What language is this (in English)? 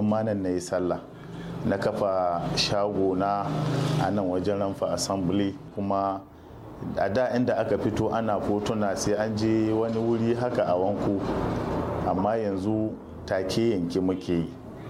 Hausa